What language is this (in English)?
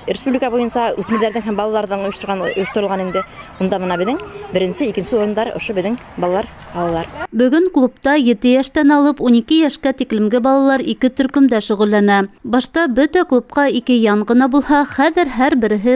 Bashkir